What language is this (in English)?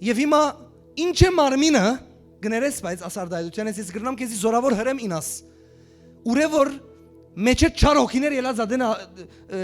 Western Armenian